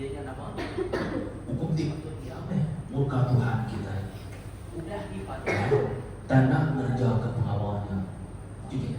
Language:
Iban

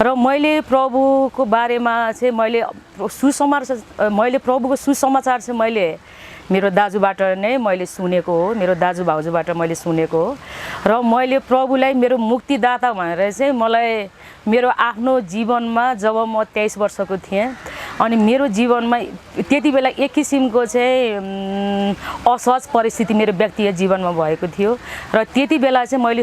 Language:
Nepali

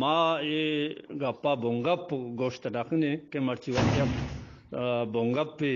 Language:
Eastern Balochi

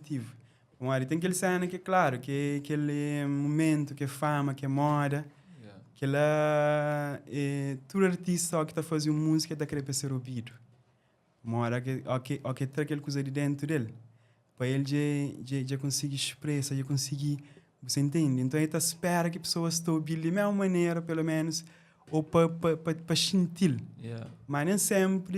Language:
Kabuverdianu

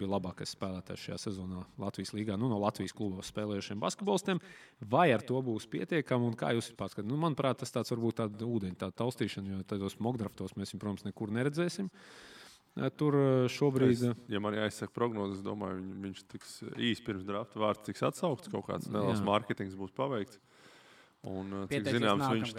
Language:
Latvian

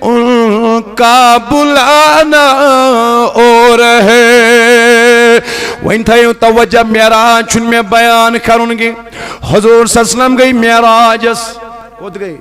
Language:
Kashmiri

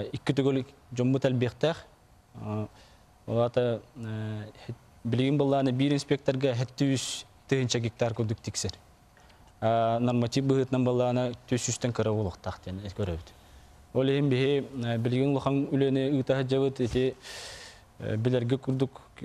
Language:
Yakut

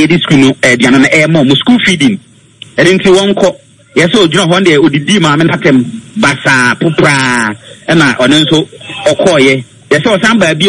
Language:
Akan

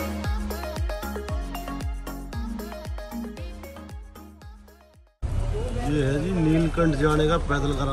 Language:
Hindi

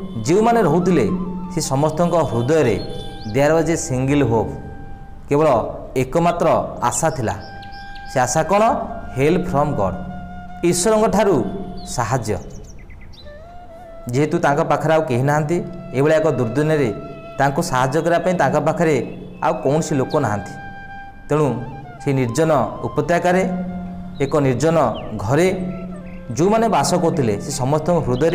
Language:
Odia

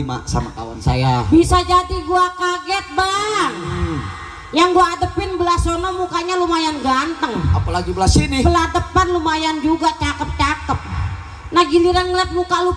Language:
Betawi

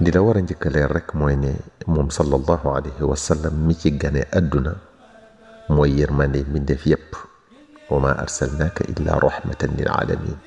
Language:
Wolof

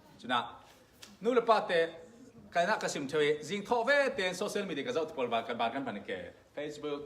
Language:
Falam Chin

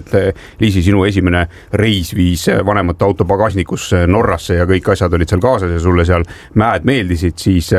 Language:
Estonian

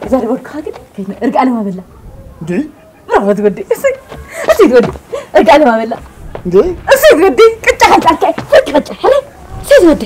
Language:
Tigrinya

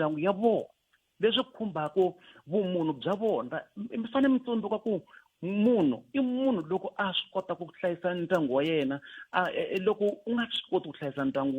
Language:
Tsonga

